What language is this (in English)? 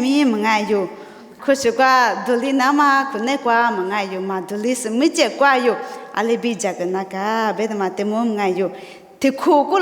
Lisu